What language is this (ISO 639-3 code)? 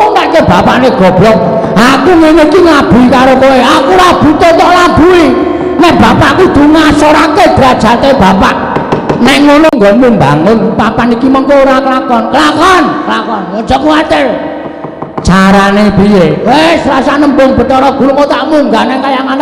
jav